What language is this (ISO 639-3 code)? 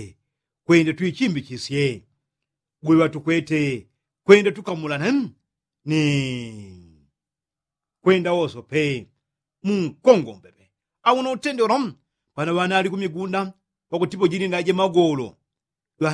yao